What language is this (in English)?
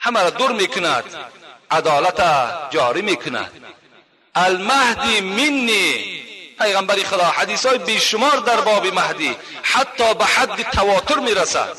Tajik